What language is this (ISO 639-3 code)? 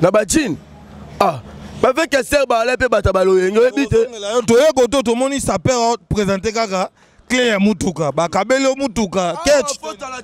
lin